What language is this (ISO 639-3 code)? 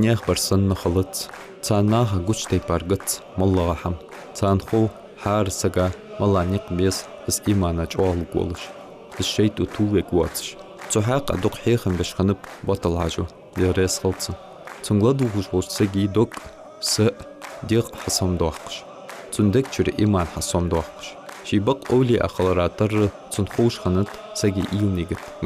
inh